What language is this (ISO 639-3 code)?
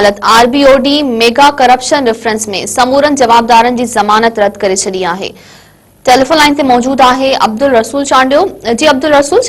snd